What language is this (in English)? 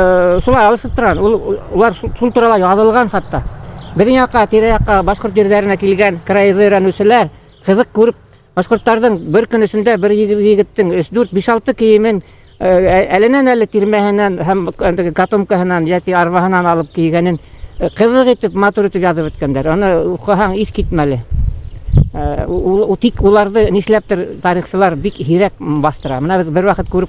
Bashkir